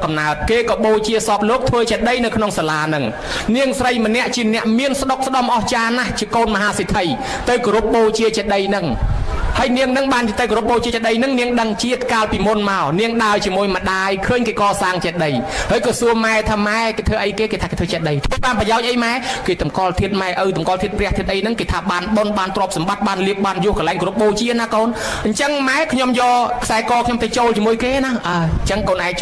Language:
Khmer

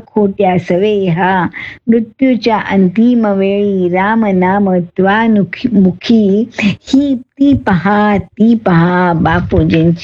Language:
Marathi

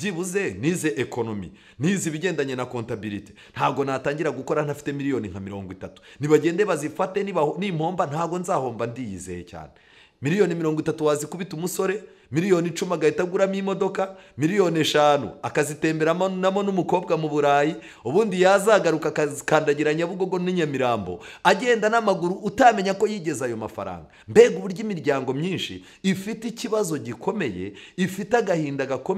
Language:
Kinyarwanda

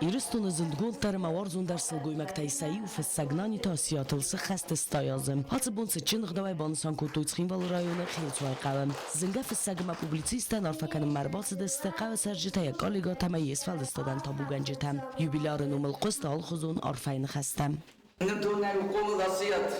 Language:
Ossetic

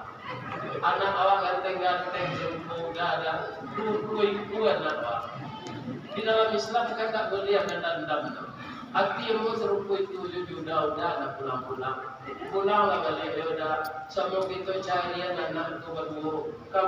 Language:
Minangkabau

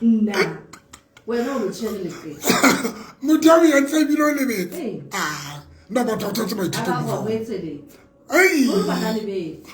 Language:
Southern Sotho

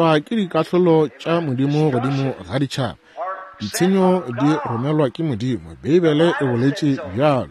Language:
Northern Sotho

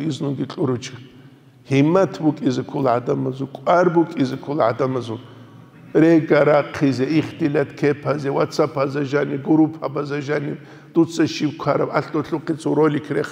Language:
Avaric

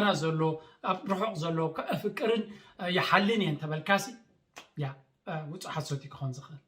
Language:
Tigrinya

